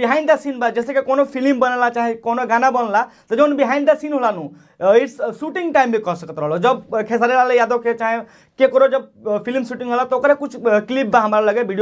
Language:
Bhojpuri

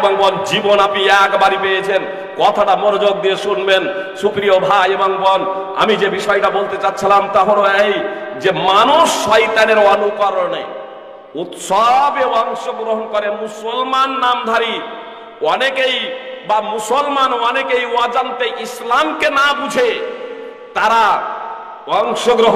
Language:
Bangla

